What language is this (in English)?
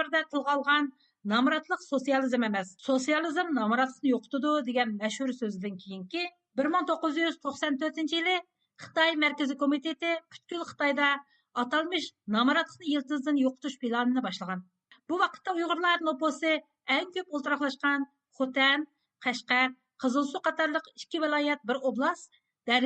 Uyghur